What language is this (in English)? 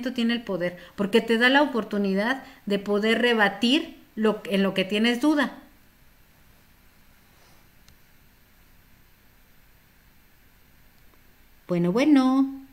Spanish